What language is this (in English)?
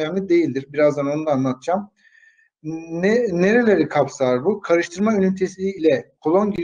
Turkish